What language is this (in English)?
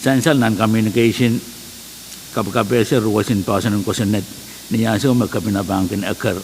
Pohnpeian